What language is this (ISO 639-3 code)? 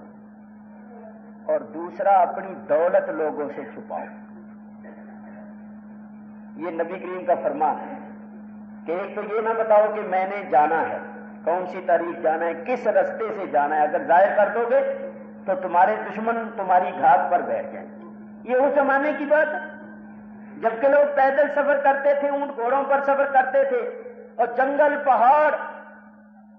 urd